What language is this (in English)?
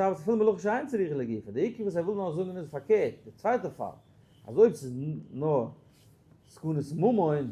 Yiddish